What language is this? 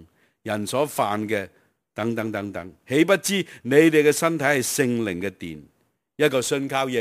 Cantonese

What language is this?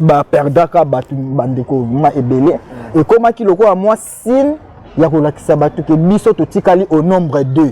Lingala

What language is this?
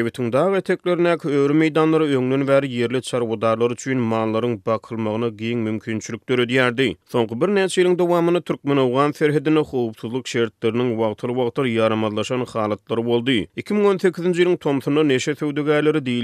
Turkmen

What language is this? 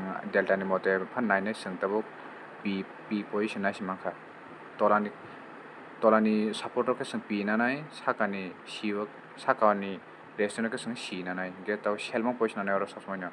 Kok Borok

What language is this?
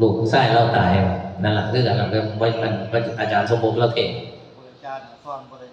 Northeastern Thai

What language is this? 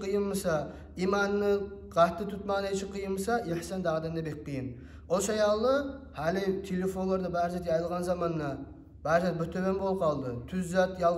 Kumyk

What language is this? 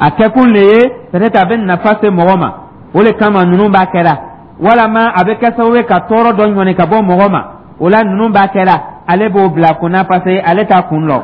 Dyula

